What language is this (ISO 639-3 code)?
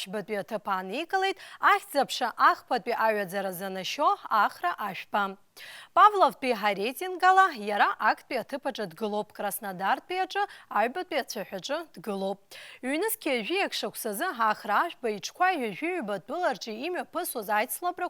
abk